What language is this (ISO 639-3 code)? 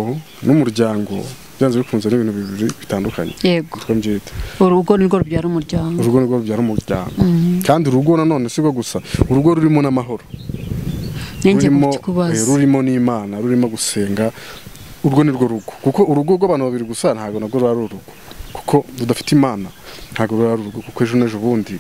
kin